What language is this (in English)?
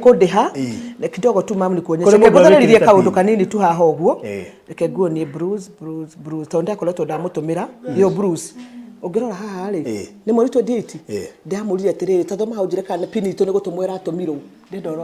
Kikuyu